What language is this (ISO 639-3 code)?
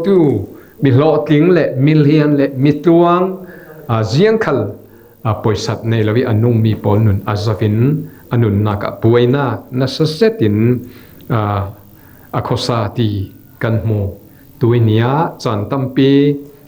cfm